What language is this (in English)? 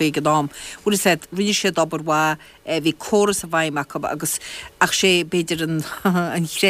Irish